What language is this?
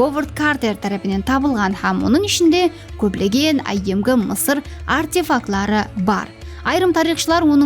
Kara-Kalpak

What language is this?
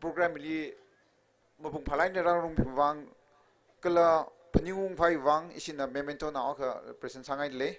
Tangkhul Naga (India)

